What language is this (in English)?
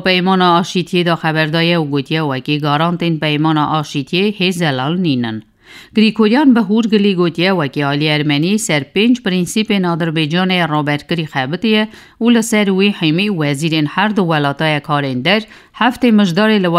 Kurdish